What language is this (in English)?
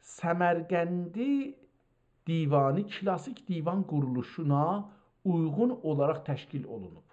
South Azerbaijani